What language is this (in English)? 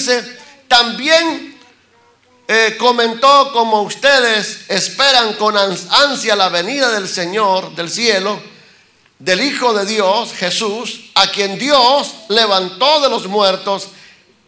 Spanish